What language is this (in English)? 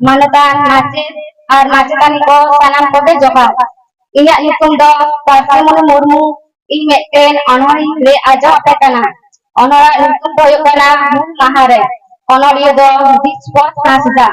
Santali